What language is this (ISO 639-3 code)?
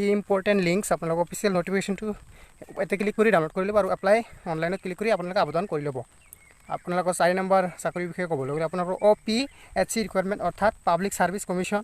asm